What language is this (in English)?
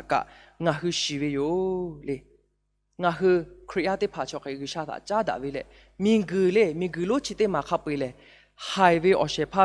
Lahu